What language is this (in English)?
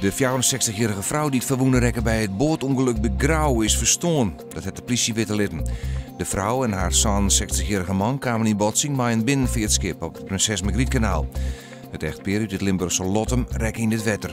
Western Frisian